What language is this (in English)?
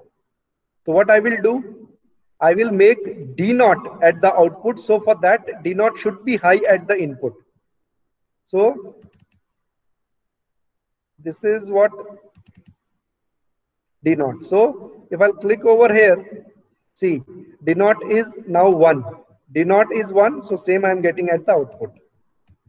English